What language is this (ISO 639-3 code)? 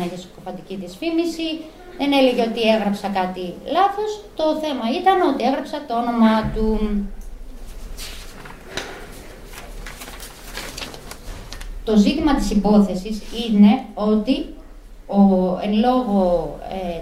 ell